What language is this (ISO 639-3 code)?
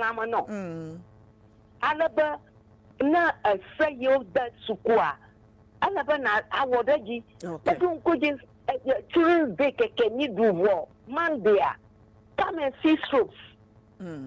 ewe